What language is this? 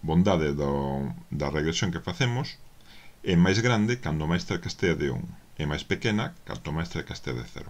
Galician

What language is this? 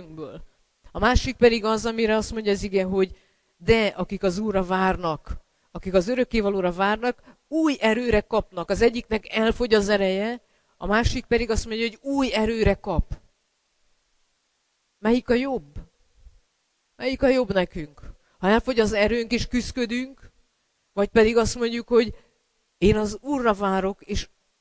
Hungarian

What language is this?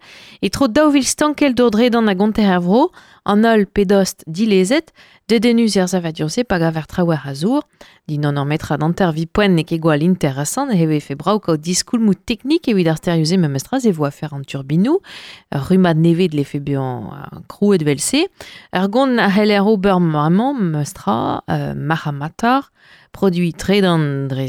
Breton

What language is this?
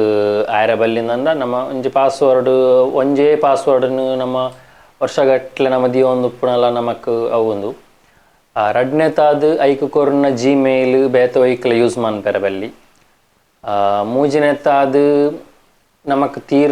Tulu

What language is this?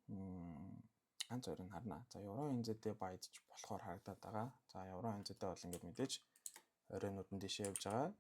Mongolian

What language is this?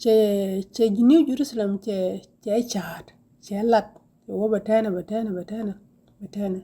Nuer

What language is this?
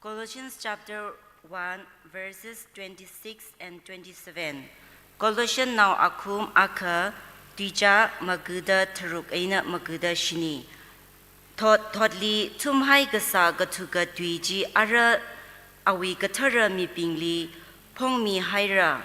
Tangkhul Naga (India)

